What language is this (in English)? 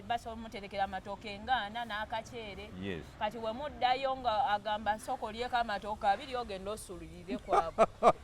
Ganda